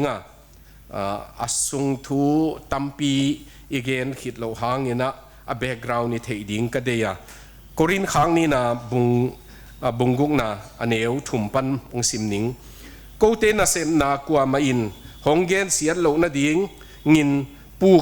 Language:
Tedim Chin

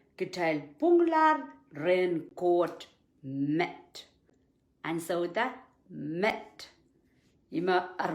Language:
Pohnpeian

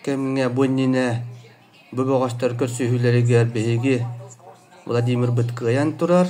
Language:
Yakut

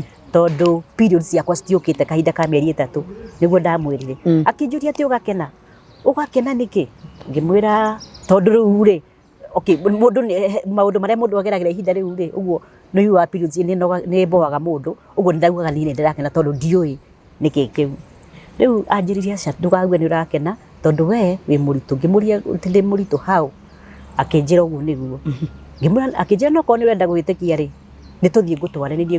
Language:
Kikuyu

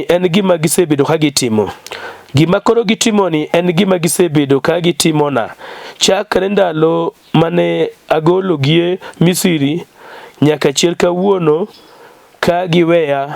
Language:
Luo (Kenya and Tanzania)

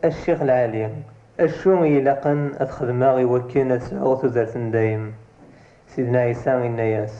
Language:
Kabyle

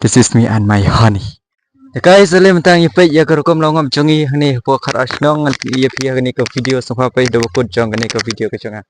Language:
Khasi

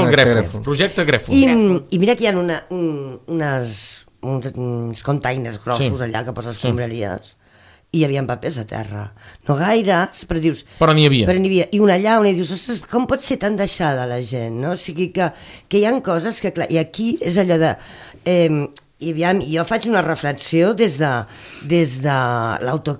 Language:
Catalan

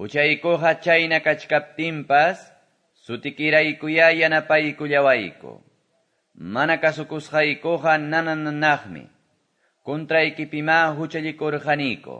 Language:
Quechua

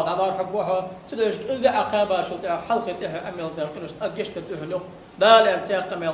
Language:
Ingush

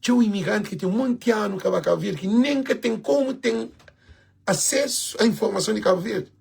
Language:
Kabuverdianu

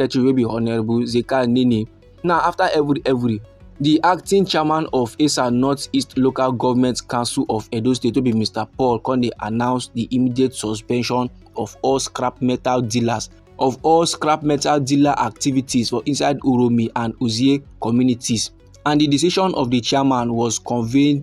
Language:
Nigerian Pidgin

